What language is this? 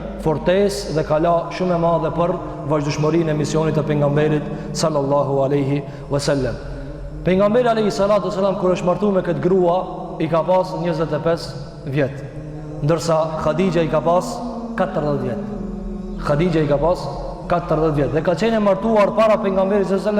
Albanian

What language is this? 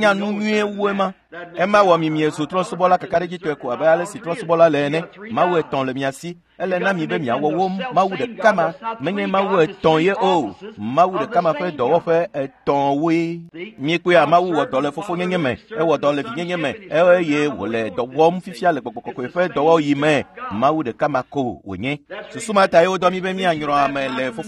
Ewe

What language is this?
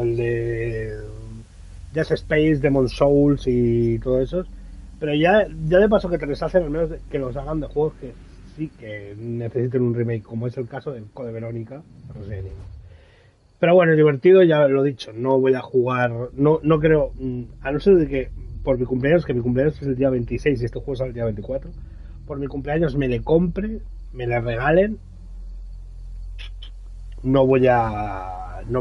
Spanish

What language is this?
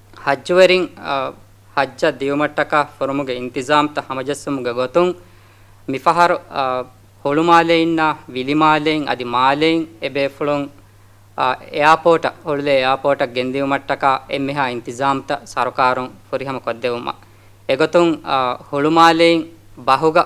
Divehi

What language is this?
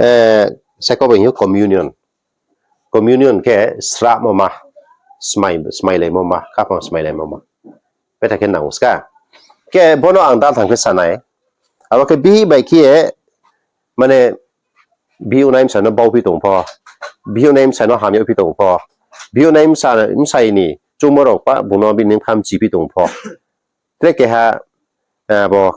Riang (India)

